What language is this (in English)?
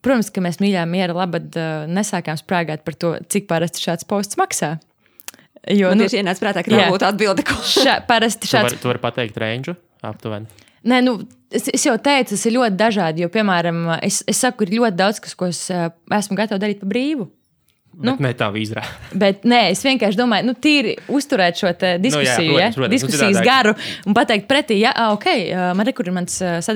Latvian